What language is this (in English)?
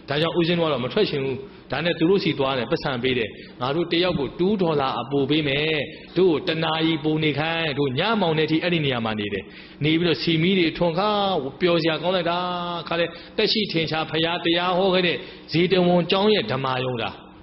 Burmese